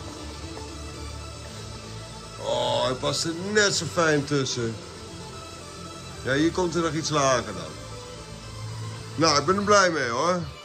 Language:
Dutch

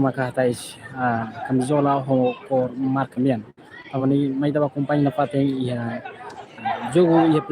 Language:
Tetum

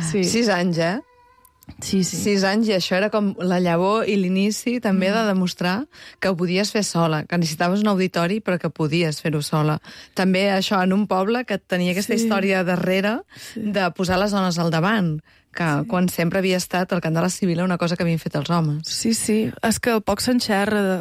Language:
Catalan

